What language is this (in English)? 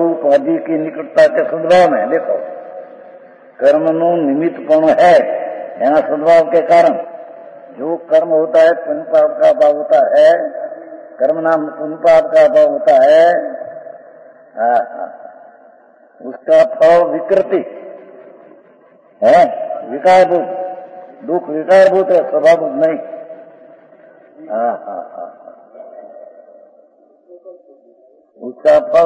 Hindi